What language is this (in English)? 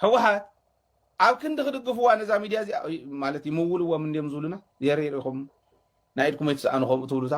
Tigrinya